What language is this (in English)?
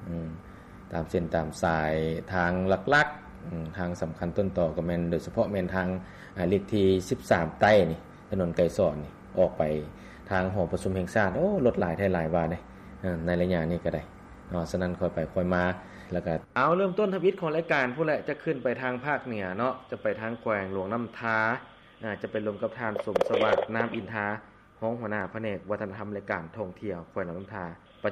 Lao